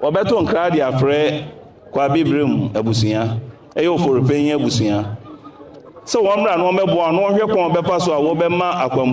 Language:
Akan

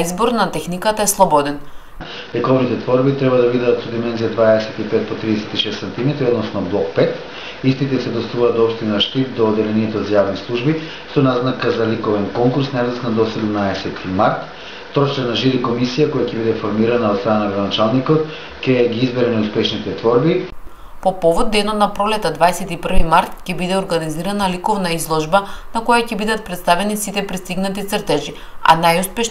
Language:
Macedonian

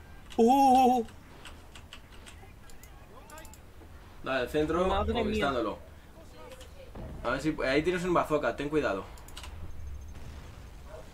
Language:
Spanish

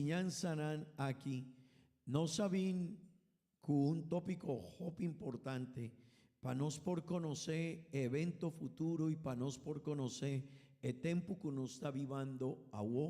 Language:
Papiamento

